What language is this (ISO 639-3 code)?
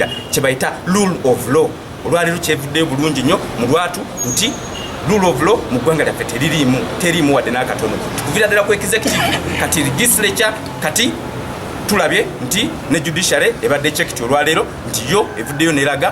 lug